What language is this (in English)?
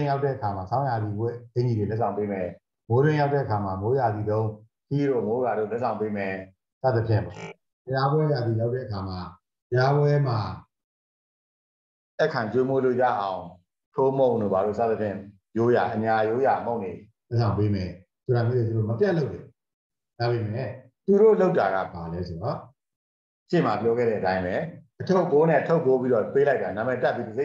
Burmese